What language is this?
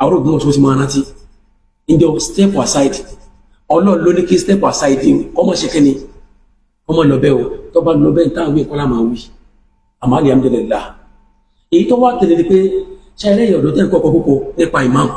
Yoruba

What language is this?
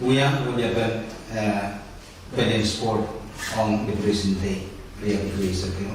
Pohnpeian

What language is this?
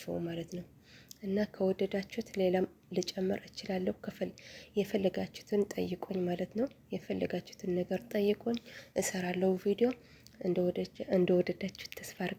Amharic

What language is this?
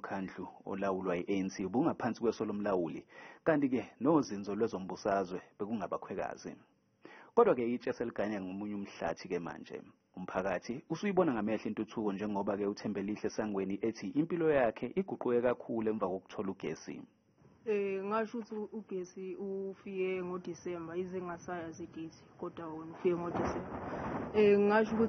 Zulu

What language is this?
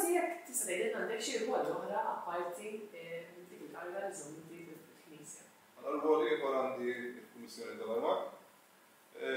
Maltese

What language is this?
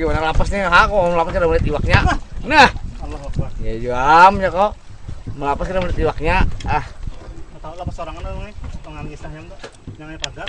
Banjar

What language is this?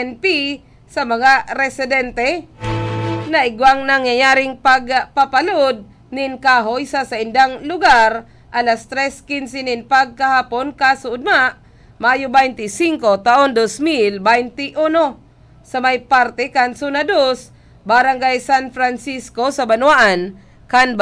Bikol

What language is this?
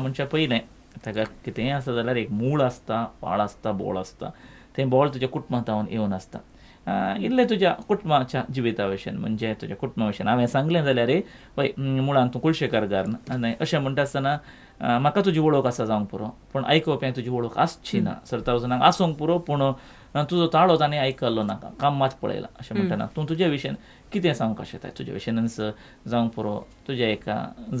Konkani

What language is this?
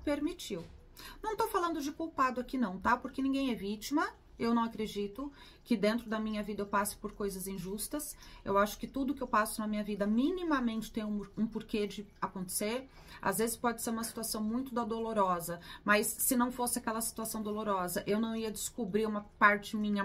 Portuguese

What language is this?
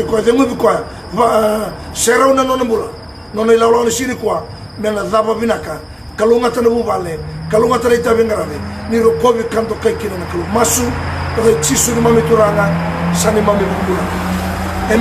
Fijian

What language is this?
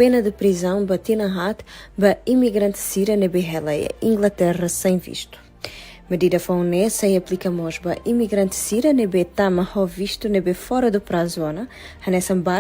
Tetum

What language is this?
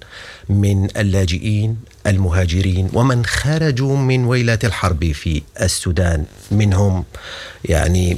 Sudanese Arabic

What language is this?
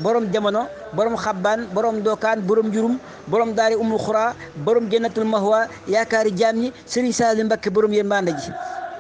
Wolof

